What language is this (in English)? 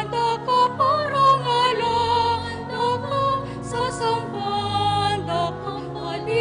Pampanga